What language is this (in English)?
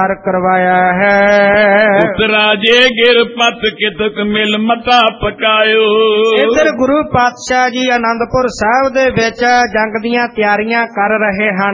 Punjabi